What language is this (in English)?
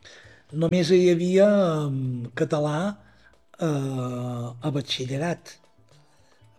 Catalan